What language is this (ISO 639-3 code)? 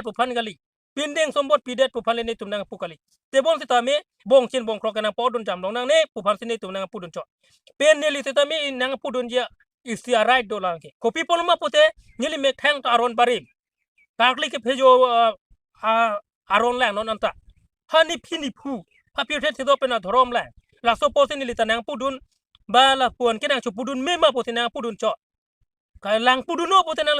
mjw